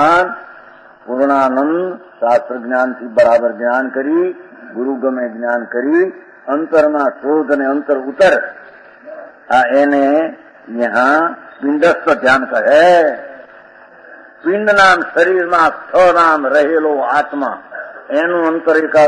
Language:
Gujarati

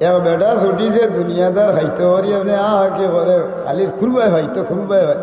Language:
Sylheti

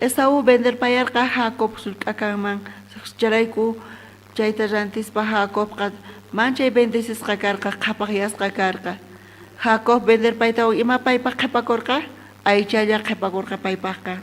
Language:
South Bolivian Quechua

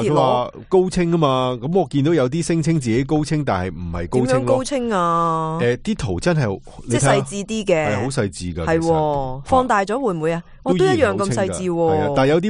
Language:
Cantonese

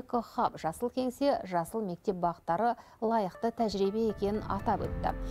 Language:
Kazakh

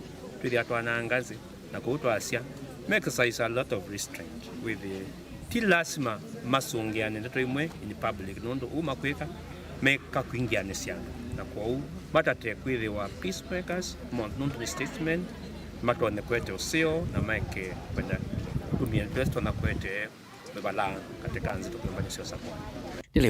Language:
Kamba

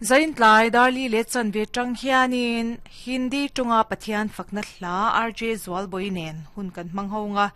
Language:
Mizo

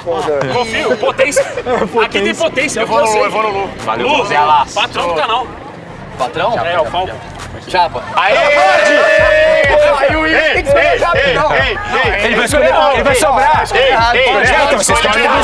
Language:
Portuguese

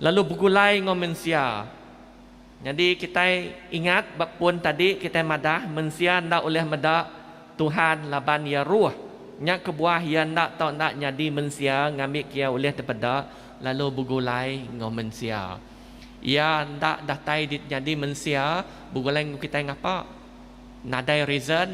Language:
Iban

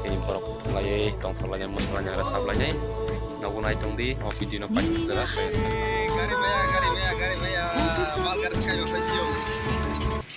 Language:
Kok Borok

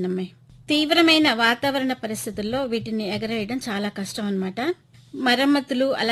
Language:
Telugu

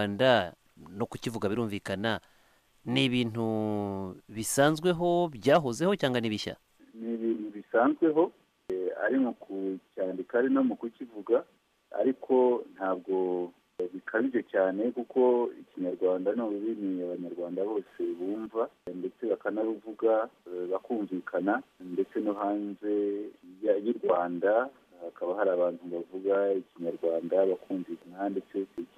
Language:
Kinyarwanda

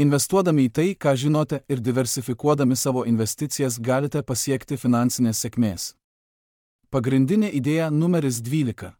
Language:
Lithuanian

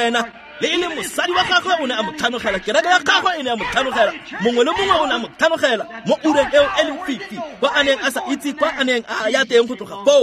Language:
Tswana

